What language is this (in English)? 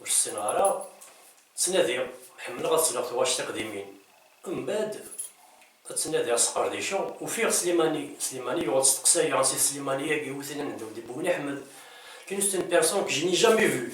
Kabyle